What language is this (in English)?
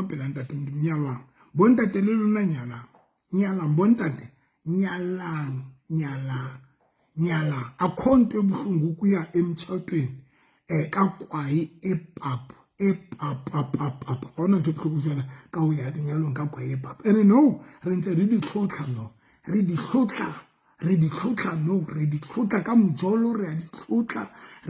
Southern Sotho